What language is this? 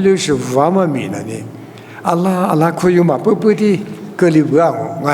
Lisu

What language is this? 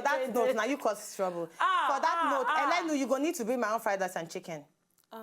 Nigerian Pidgin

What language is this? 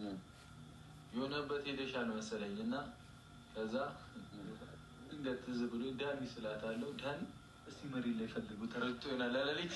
Amharic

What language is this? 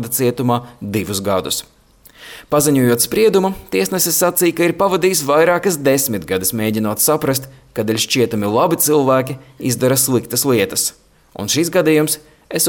Latvian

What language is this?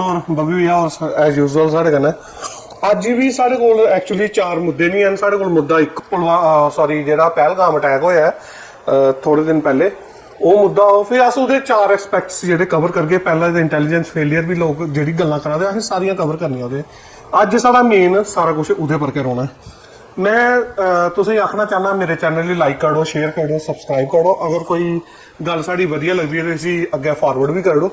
Dogri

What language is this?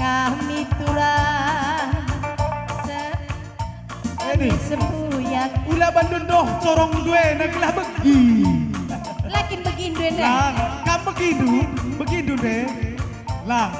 Batak Karo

